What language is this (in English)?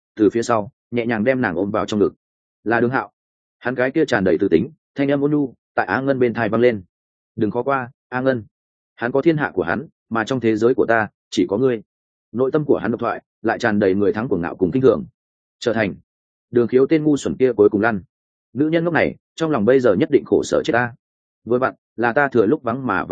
Vietnamese